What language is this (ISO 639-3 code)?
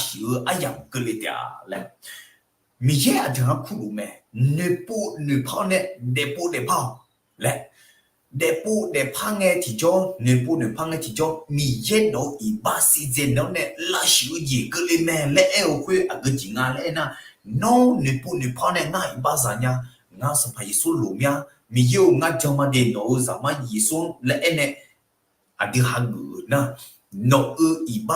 ahk